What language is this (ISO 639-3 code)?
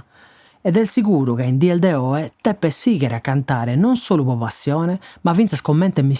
srd